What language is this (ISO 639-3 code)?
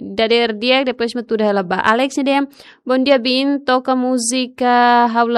tet